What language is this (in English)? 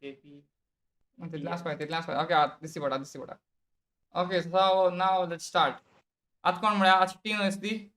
Konkani